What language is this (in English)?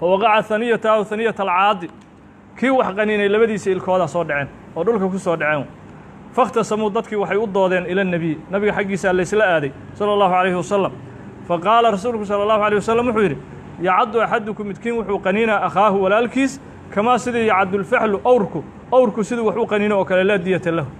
Somali